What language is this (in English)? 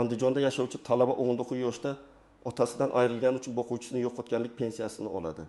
Uzbek